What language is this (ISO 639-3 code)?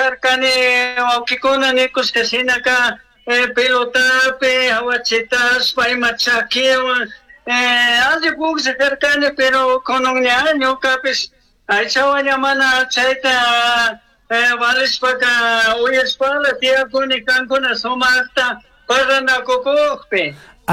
qug